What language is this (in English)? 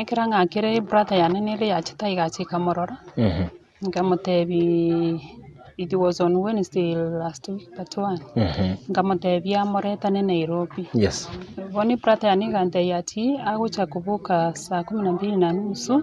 Gusii